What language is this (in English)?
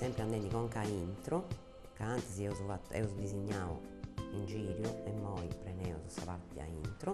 Sardinian